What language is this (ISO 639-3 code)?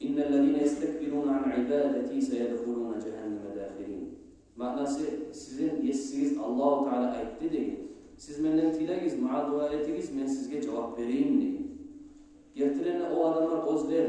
kum